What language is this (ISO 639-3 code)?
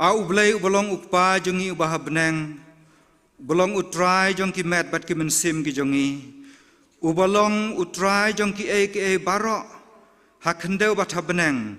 kha